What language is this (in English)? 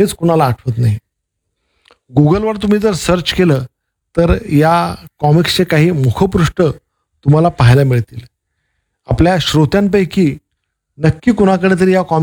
Marathi